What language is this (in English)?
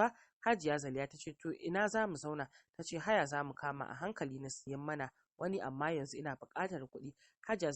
Hausa